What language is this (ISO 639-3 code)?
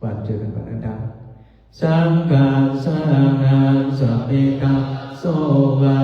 pli